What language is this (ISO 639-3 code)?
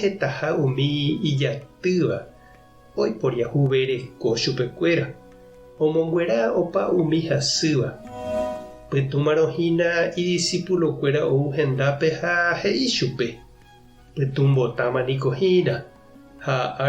grn